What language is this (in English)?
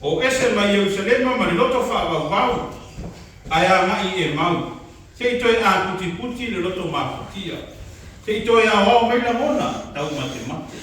Samoan